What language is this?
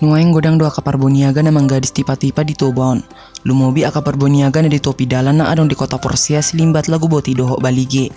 Batak Toba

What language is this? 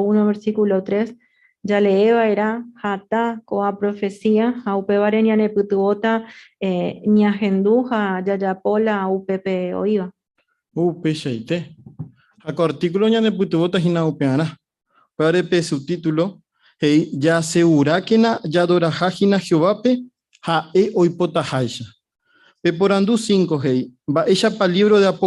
Guarani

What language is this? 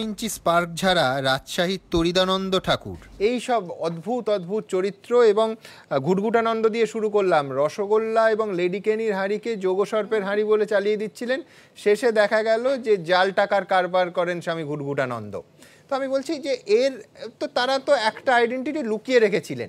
Bangla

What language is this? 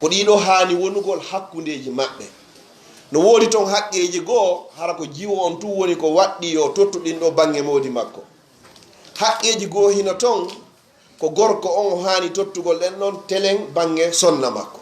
Pular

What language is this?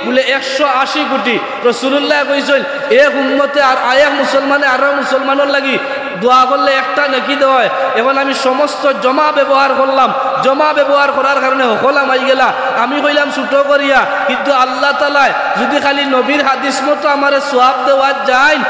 Sylheti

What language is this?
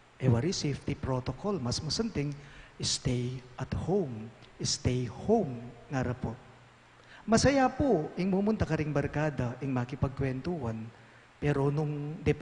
Pampanga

